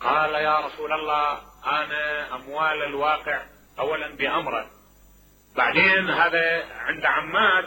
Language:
Mesopotamian Arabic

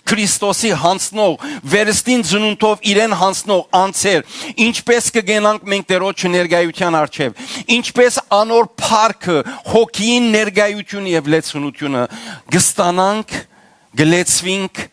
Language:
Western Armenian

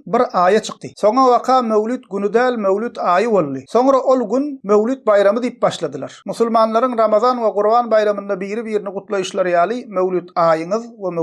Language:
Turkmen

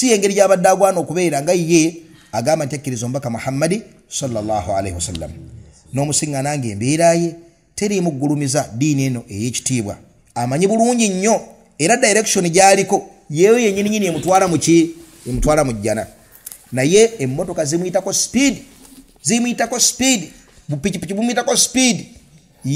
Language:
Ganda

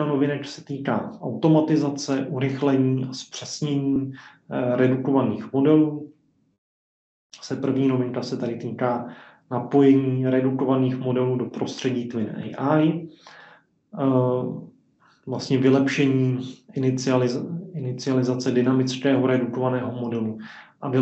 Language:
Czech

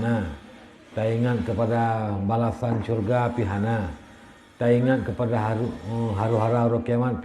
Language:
Achinese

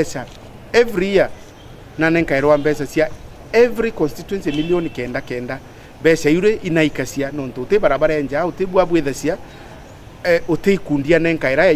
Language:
Meru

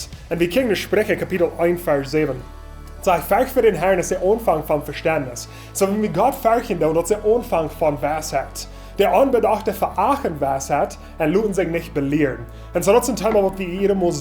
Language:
Plautdietsch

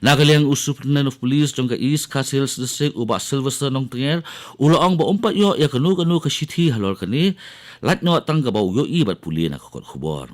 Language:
Khasi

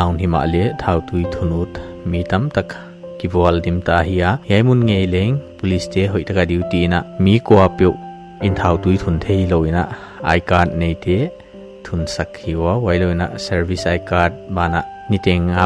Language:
Paite Chin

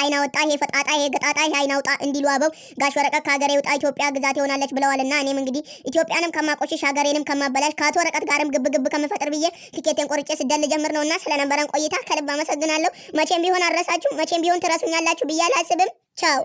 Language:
Amharic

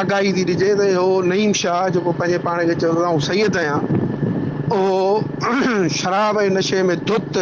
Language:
Sindhi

